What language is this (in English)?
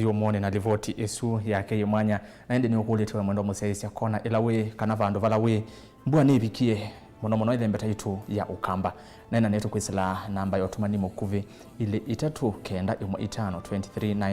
Kamba